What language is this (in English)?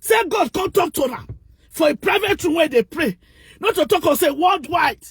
Nigerian Pidgin